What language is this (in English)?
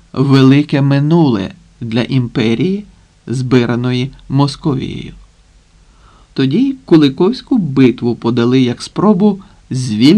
Ukrainian